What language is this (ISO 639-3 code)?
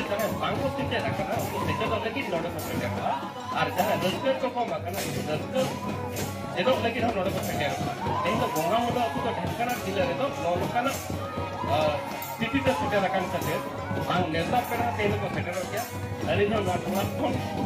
sat